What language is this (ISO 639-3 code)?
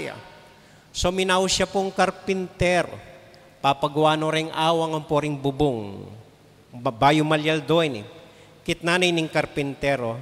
pam